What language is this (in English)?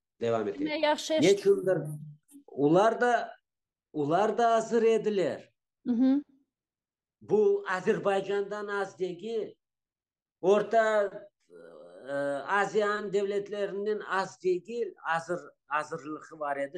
Crimean Tatar